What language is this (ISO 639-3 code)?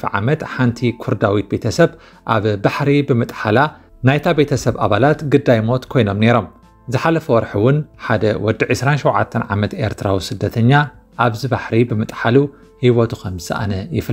tir